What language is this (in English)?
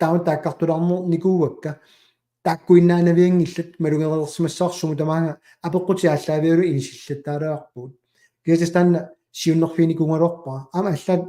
Kalaallisut